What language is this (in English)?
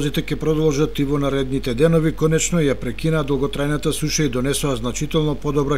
Macedonian